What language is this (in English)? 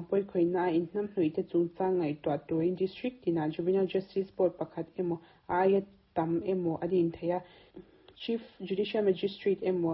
Mizo